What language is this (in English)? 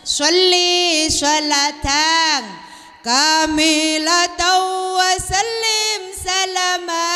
Madurese